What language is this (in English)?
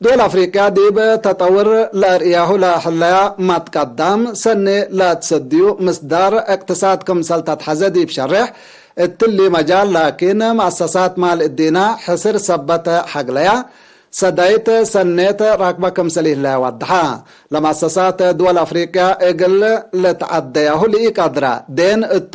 Tigre